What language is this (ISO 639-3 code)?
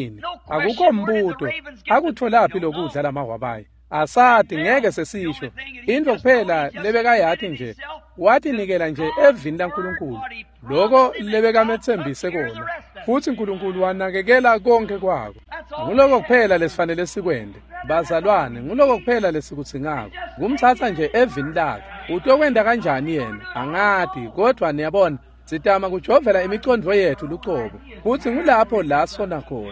ssw